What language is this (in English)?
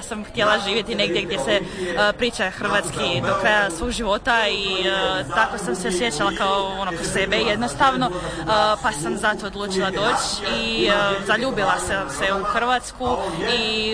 Croatian